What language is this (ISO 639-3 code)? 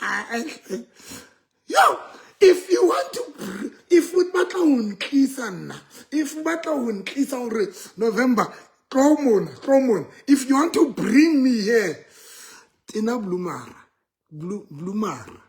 sot